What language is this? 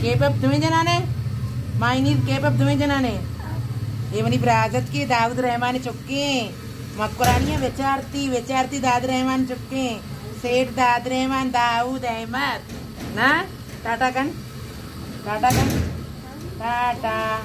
Baluchi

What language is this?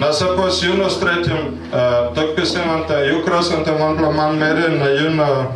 Tok Pisin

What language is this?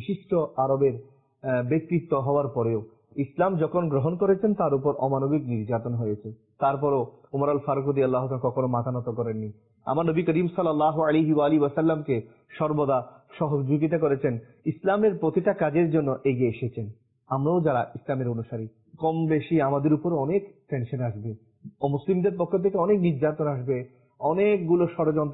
Bangla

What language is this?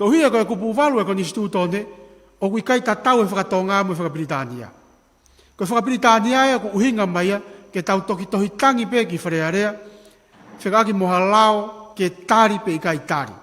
Tongan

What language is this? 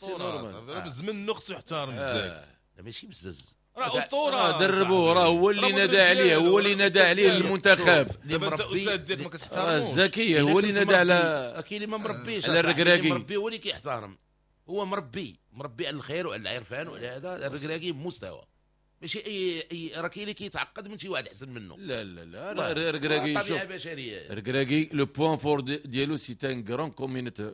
Moroccan Arabic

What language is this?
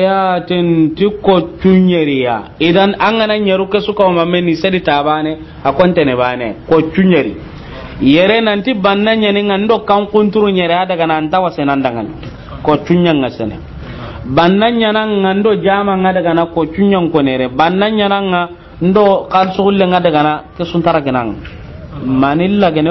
Soninke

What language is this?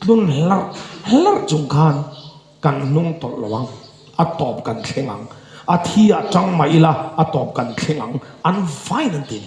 Mizo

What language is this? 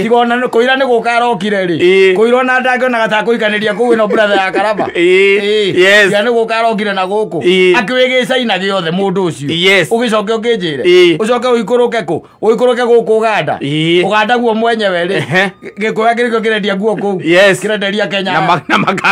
Kikuyu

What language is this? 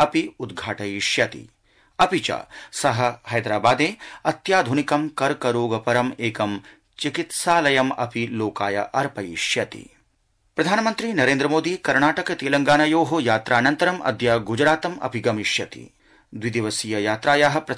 Sanskrit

